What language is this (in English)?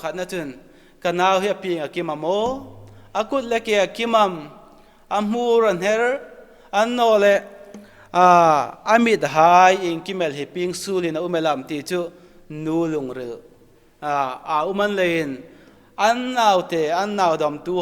Hmar